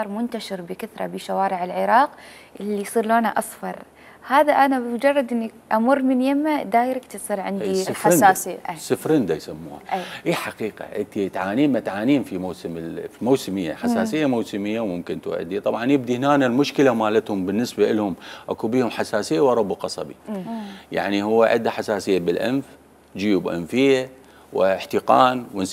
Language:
Mesopotamian Arabic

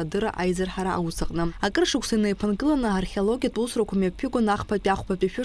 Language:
Abkhazian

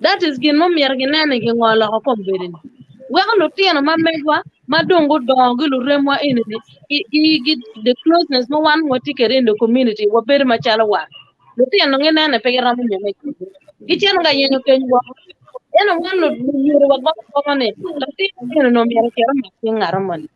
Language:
Acoli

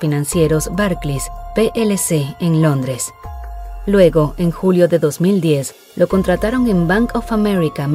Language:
Spanish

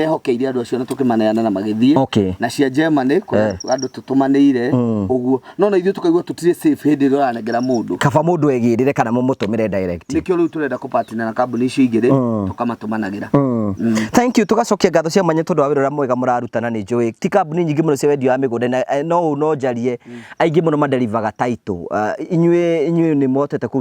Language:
Kikuyu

